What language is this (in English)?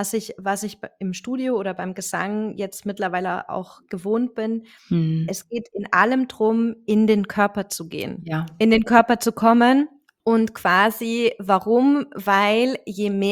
German